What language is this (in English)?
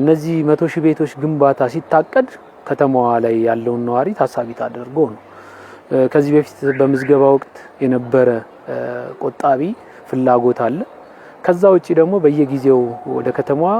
Amharic